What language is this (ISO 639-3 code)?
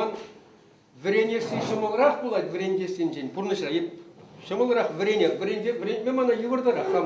chv